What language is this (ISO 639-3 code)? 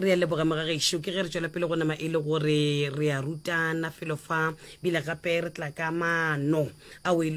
nso